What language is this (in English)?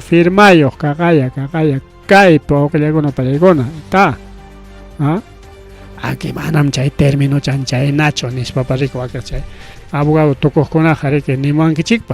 Ayacucho Quechua